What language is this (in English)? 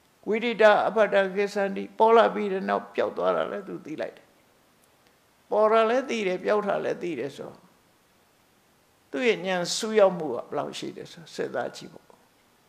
Burmese